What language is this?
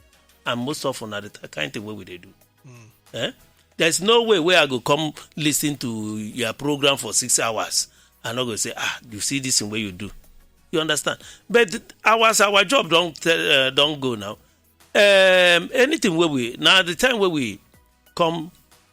Nigerian Pidgin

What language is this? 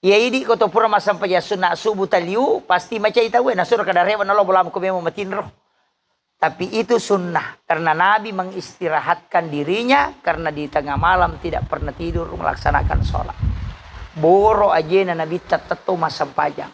Buginese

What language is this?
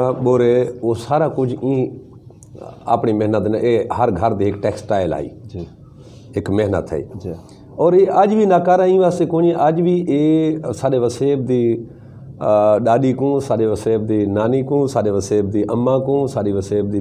Saraiki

